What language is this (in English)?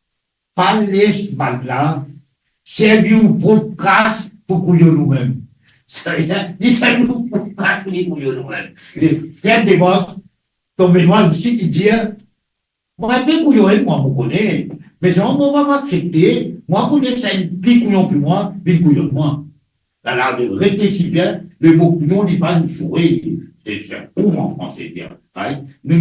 Morisyen